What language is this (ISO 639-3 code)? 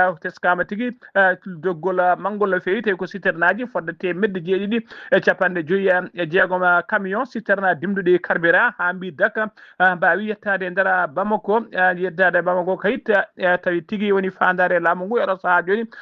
ful